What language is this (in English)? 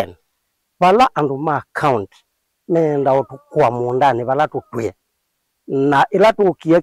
Kamba